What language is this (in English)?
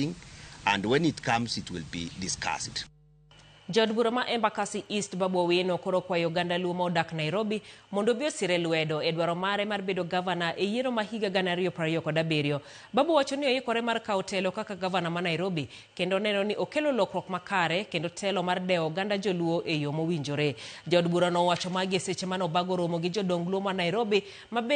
Luo (Kenya and Tanzania)